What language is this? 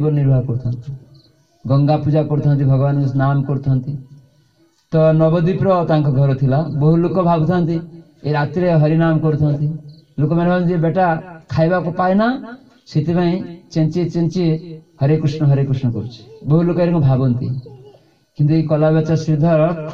Odia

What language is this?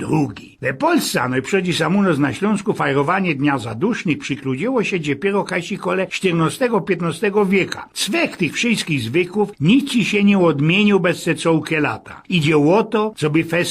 Silesian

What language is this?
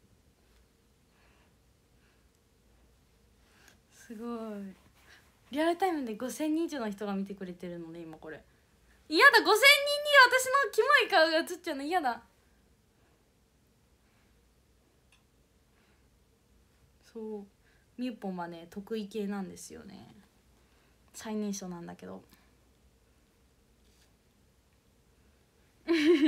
Japanese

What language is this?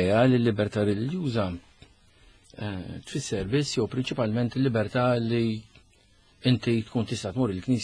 Maltese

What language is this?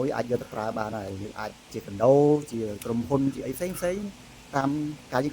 Khmer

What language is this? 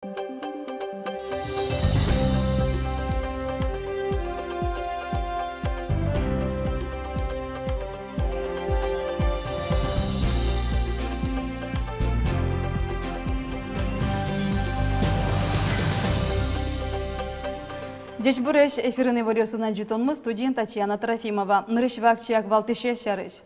Udmurt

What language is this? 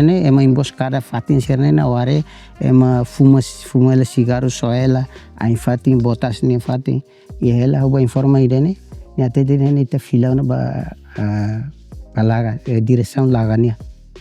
Tetum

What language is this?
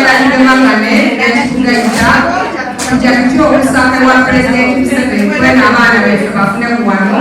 Soga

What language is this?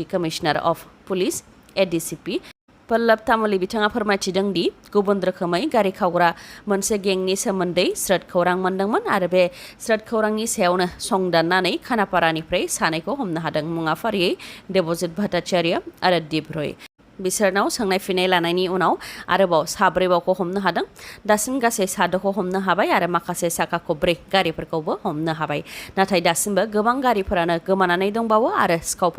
Bodo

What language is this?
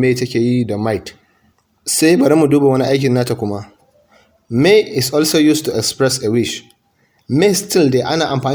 Hausa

